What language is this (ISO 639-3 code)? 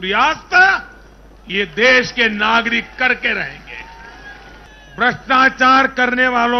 kan